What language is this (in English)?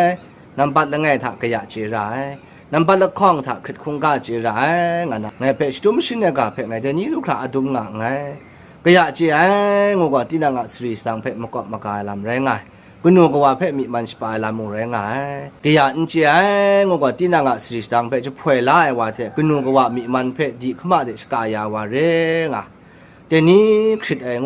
Kachin